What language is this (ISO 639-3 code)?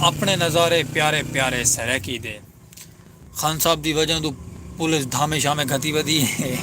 skr